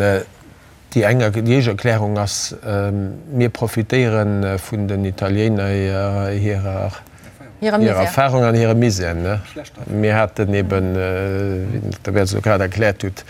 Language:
Luxembourgish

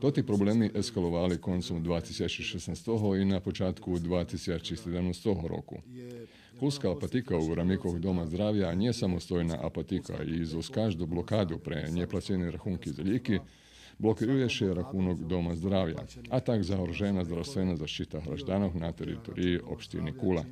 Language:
Rusyn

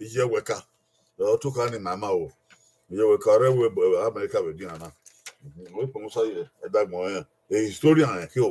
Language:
Bini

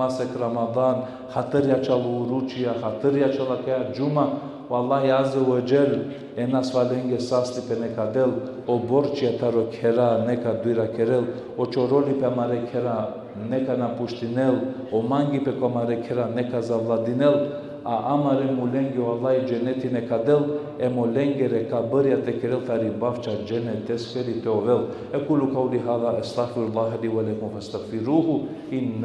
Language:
Balkan Romani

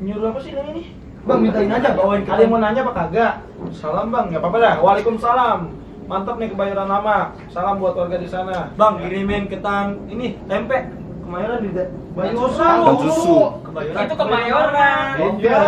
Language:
Betawi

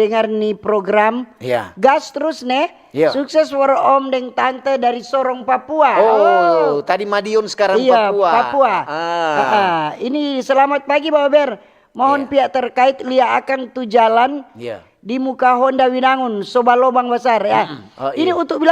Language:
Manado Malay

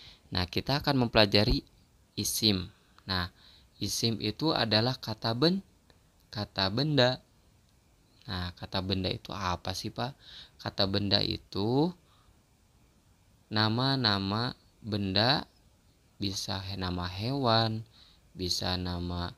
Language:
Indonesian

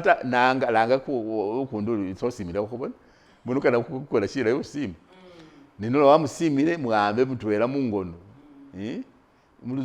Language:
Masaaba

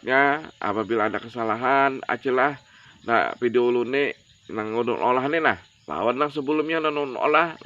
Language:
Banjar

